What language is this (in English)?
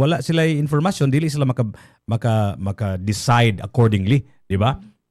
Cebuano